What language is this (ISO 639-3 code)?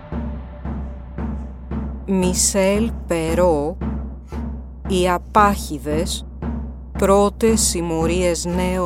ell